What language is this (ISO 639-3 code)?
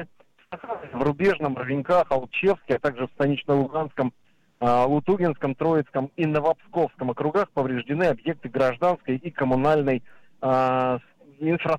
rus